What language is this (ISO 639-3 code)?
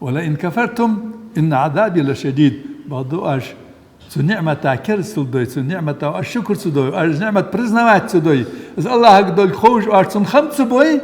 inh